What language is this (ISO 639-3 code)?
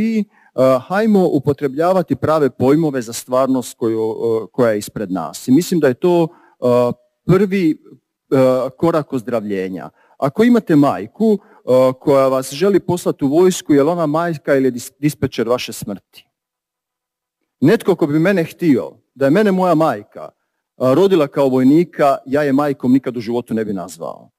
hrv